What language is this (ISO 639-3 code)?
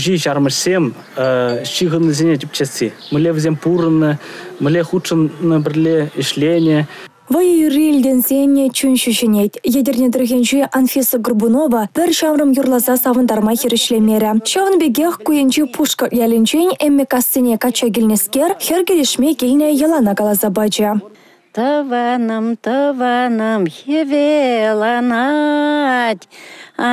chv